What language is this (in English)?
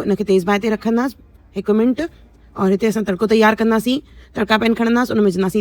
Sindhi